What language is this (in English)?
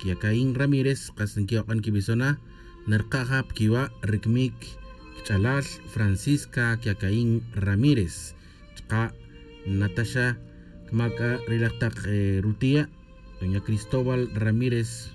Tz'utujil